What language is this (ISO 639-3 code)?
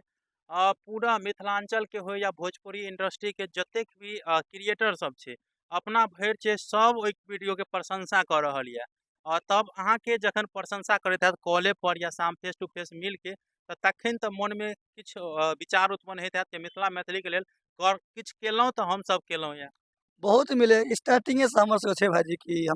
mai